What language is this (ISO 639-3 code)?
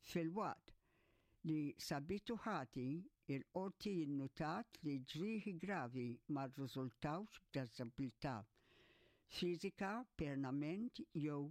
mlt